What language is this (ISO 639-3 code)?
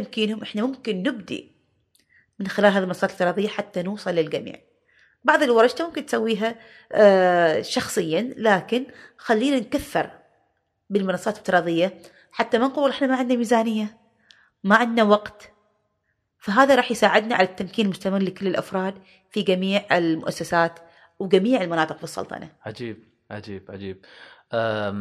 afb